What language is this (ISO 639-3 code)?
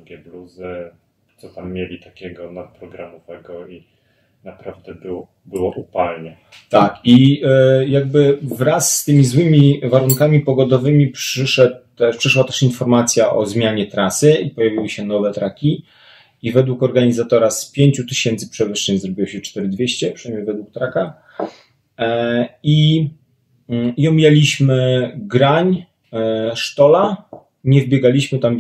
pol